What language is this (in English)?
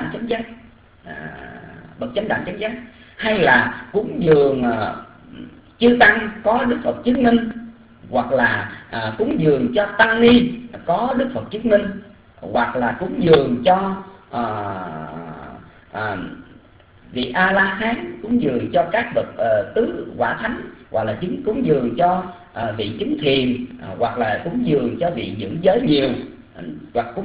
Vietnamese